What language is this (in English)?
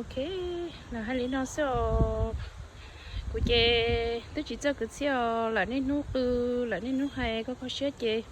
Hmong